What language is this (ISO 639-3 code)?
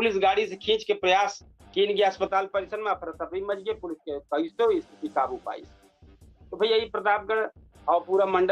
awa